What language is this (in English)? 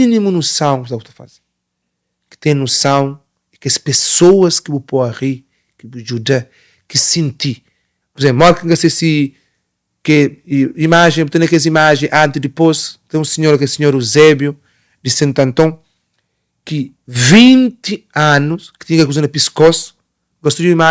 Kabuverdianu